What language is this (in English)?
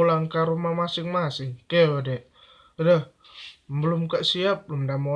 Manado Malay